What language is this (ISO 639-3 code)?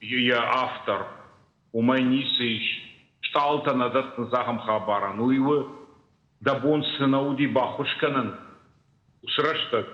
oss